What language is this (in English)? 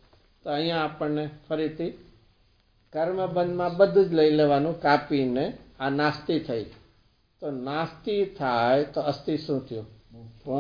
Gujarati